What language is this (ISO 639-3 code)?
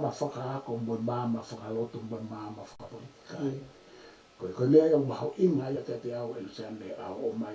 ton